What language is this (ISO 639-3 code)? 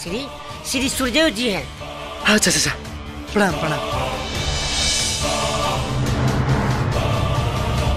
bho